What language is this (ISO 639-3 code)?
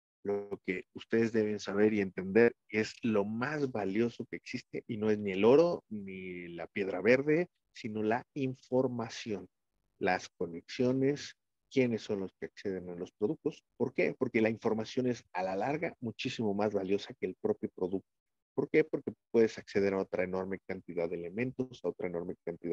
spa